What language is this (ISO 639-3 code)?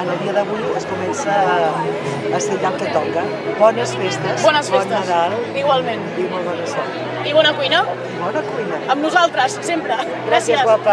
cat